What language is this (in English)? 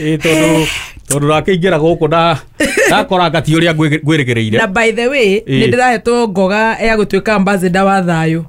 Kikuyu